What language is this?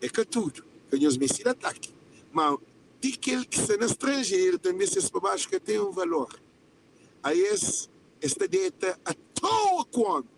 Kabuverdianu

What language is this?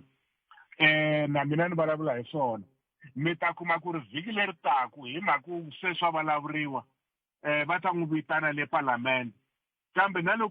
Tsonga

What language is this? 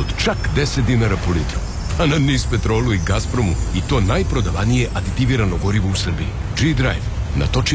Serbian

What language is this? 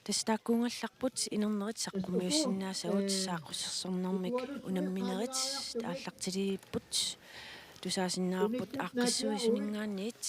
Kalaallisut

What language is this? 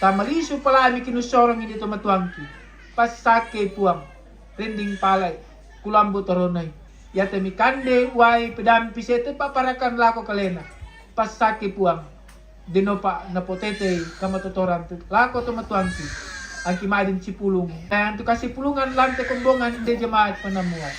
Toraja-Sa'dan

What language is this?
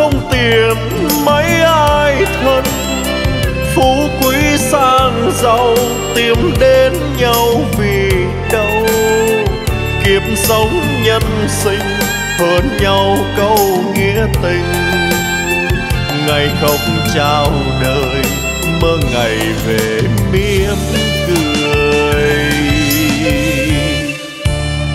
Vietnamese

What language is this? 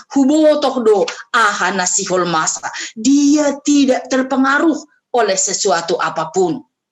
Batak Simalungun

